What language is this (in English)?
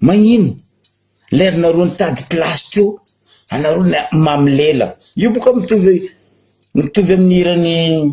Malagasy